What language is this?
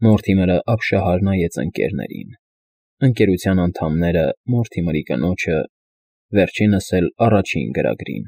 Armenian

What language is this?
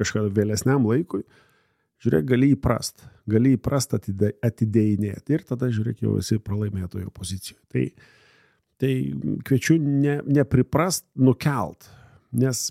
Lithuanian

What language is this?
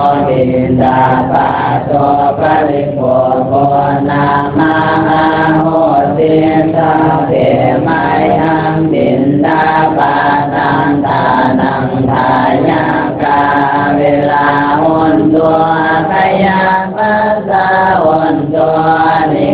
Pali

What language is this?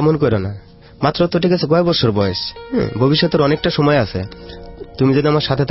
Bangla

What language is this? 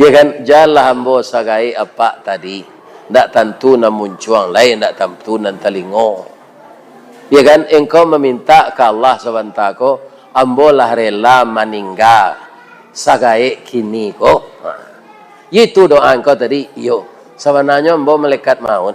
Minangkabau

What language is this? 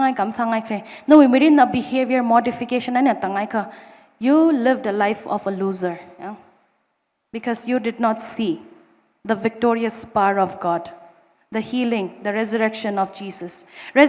Tangkhul Naga (India)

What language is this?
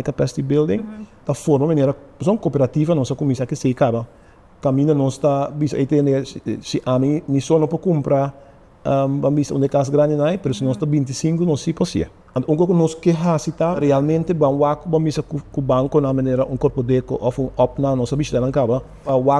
Papiamento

